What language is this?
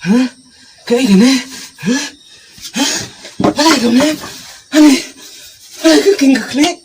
Khasi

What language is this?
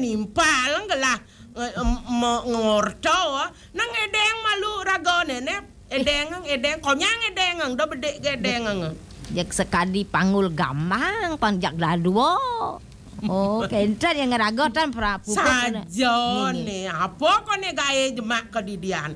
Balinese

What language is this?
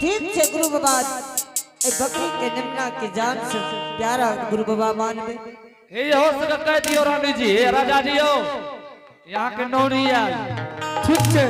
Angika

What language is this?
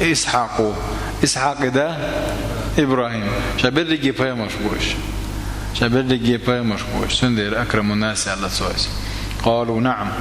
Chechen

